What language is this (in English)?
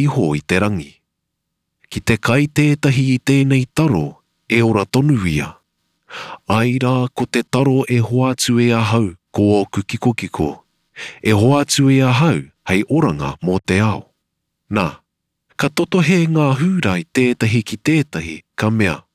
Māori